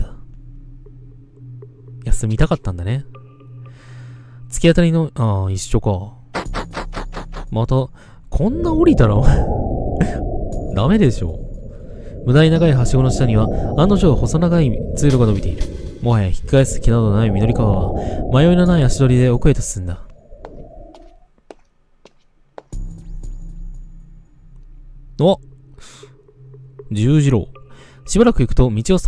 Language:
Japanese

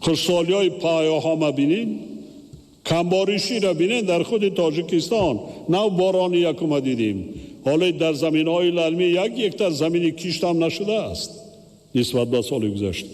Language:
Tajik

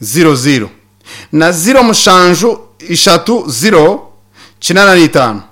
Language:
Nyankole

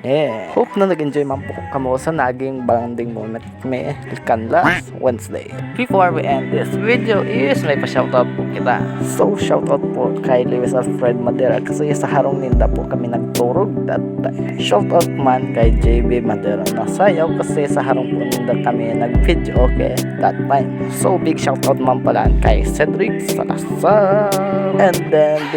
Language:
Bikol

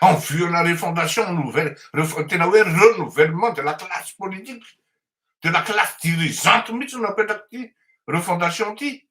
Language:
Malagasy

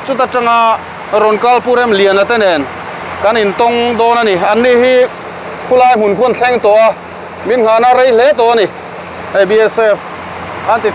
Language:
Mizo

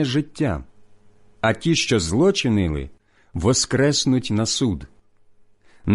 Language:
Ukrainian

